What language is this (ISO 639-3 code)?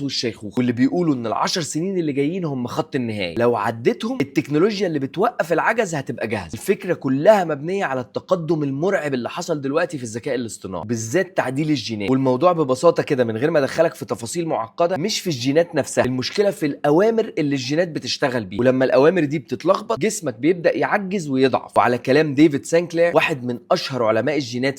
arz